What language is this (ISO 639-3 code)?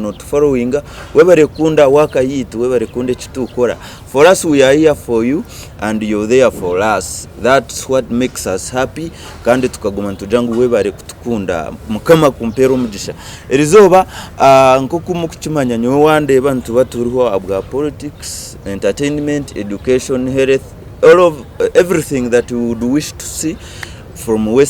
nyn